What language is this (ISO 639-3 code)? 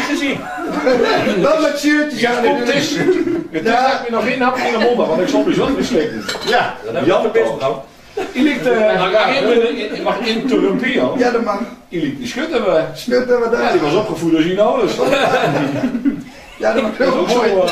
nld